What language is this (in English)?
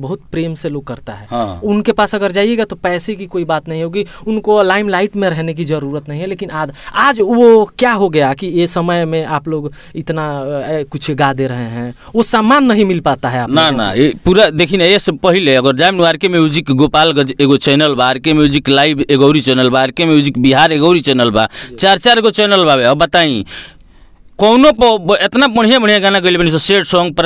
Bhojpuri